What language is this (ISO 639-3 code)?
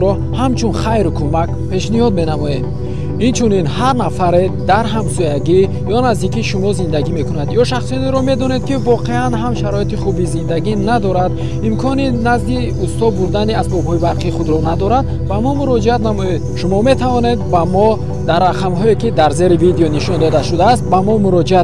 tgk